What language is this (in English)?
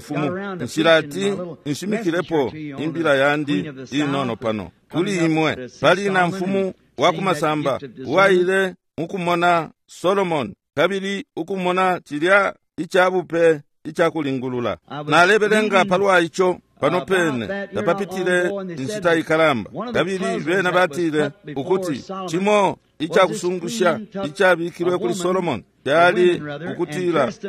Bemba